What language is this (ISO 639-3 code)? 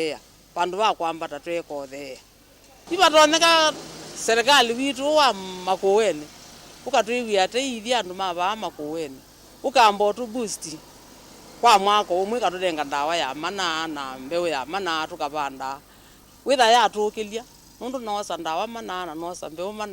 kam